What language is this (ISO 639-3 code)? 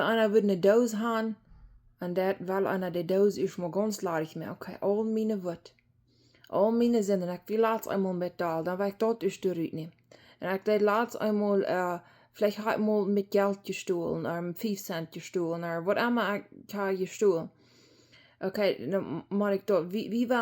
pdt